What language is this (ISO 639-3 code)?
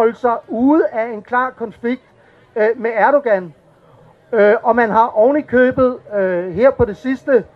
dan